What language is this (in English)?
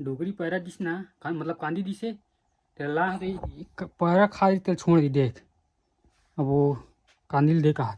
Chhattisgarhi